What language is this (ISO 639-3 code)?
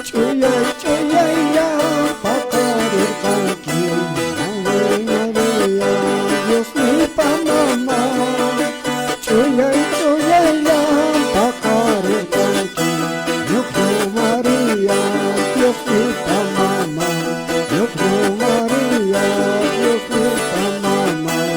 que